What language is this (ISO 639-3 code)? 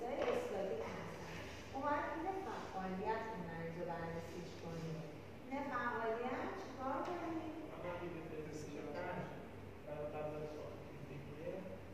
fas